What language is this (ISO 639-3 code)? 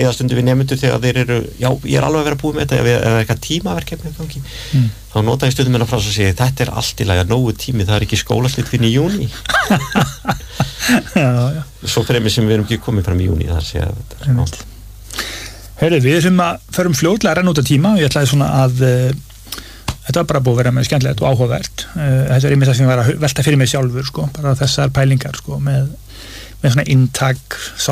isl